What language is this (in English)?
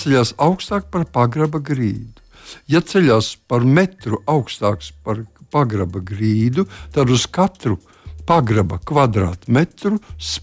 Latvian